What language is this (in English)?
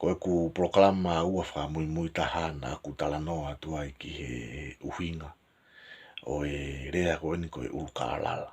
Tongan